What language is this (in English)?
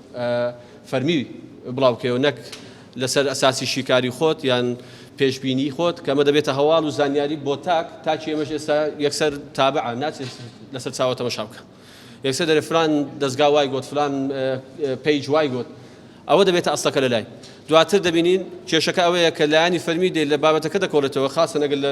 Central Kurdish